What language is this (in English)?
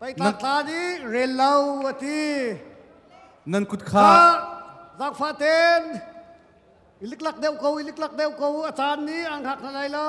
Hakha Chin